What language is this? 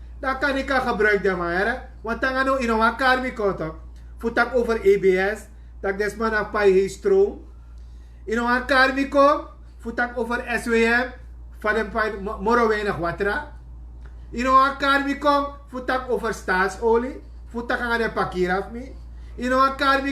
Sranan Tongo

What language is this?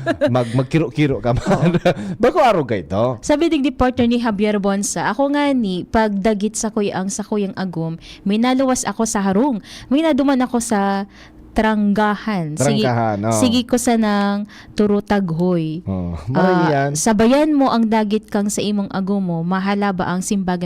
Bikol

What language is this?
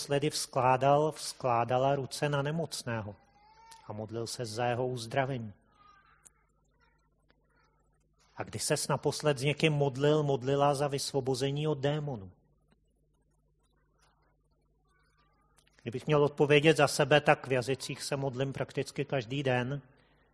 Czech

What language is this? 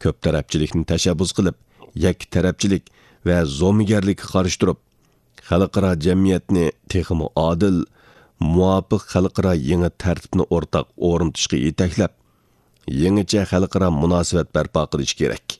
Uyghur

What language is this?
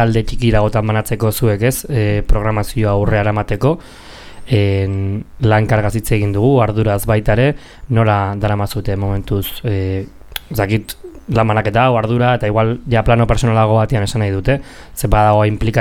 Basque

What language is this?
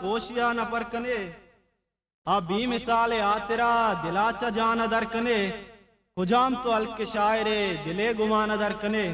Eastern Balochi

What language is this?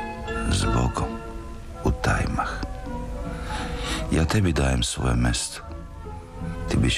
Serbian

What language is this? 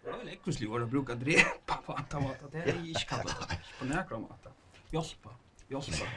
Faroese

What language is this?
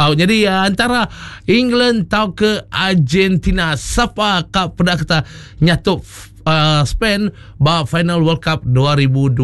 Iban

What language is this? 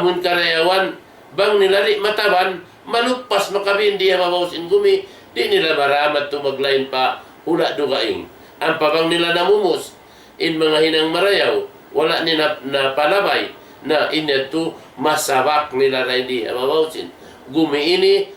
Tausug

